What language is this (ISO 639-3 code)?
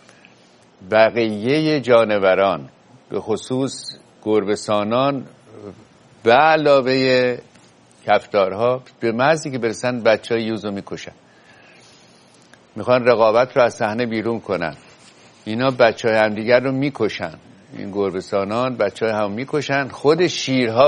fas